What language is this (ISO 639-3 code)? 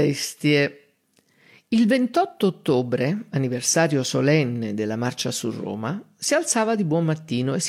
ita